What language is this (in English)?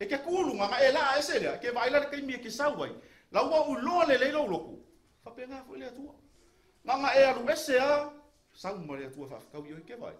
Samoan